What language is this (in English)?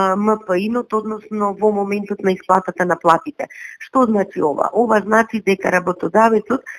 Macedonian